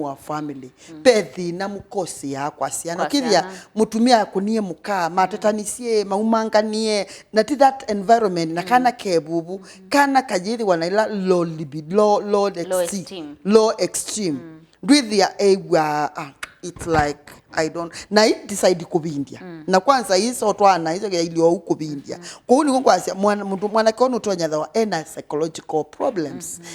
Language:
Kamba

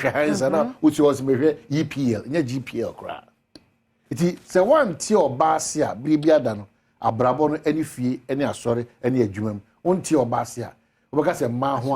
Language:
Akan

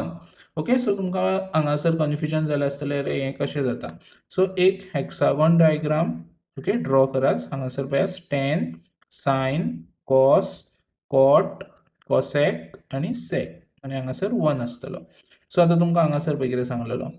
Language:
Konkani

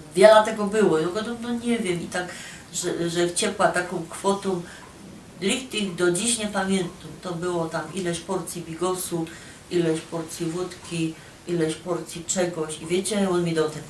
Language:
Silesian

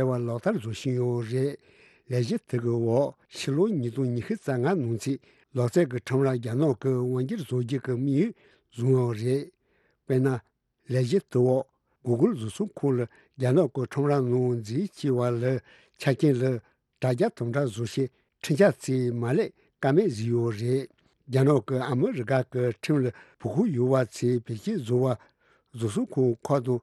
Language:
Tibetan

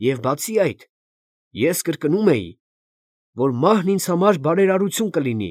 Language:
Armenian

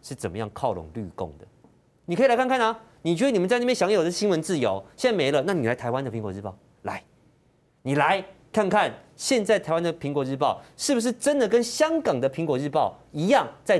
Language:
Chinese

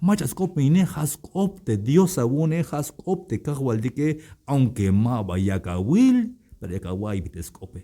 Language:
Tzeltal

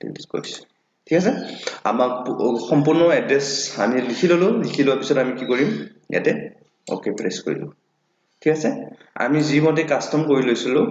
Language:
Assamese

